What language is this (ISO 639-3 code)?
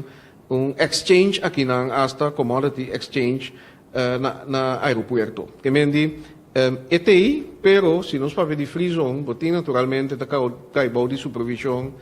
pap